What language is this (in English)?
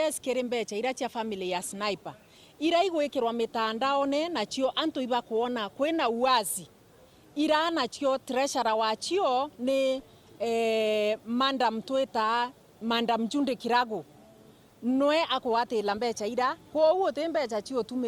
Meru